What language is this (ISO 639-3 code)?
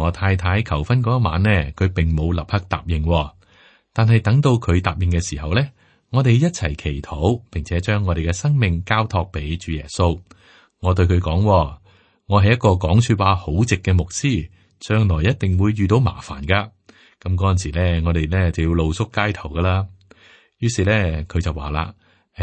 yue